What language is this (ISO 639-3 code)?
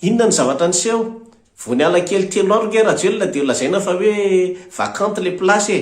mlg